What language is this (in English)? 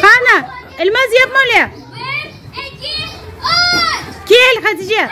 Crimean Tatar